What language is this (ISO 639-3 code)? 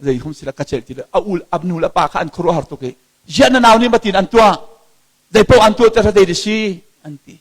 cnh